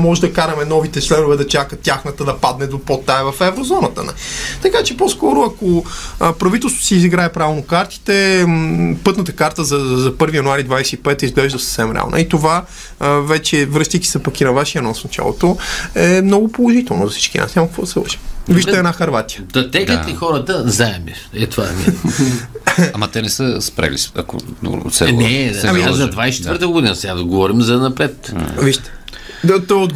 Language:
Bulgarian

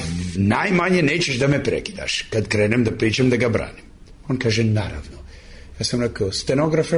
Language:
Serbian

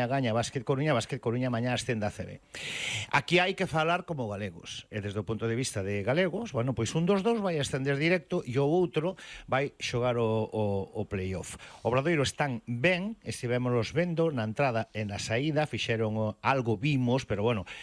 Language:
Galician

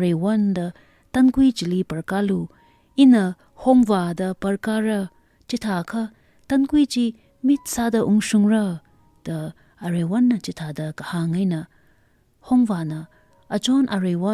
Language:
Tangkhul Naga (India)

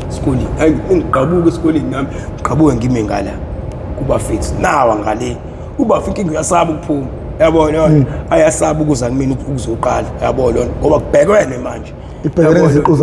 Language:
Zulu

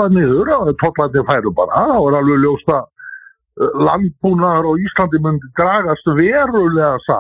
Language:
Icelandic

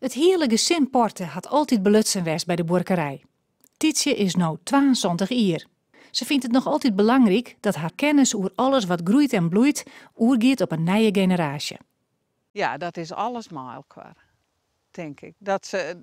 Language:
Western Frisian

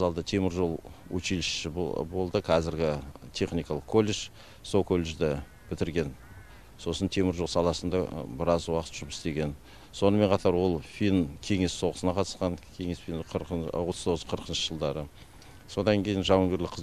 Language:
Kazakh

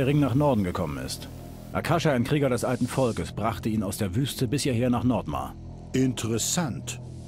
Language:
Bavarian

